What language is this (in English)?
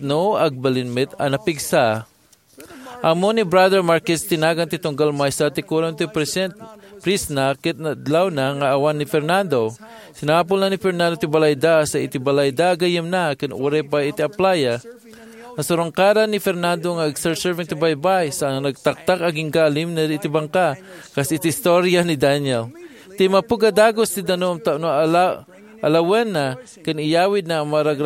Iloko